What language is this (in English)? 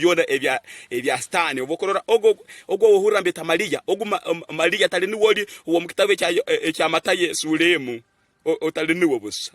Tooro